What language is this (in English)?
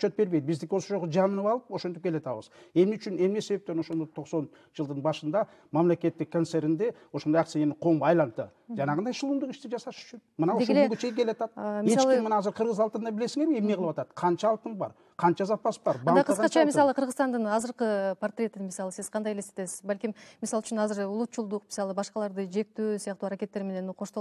Kyrgyz